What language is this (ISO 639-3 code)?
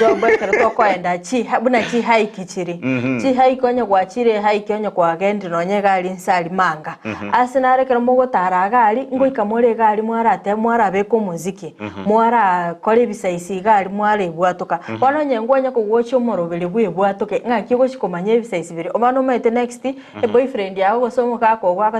guz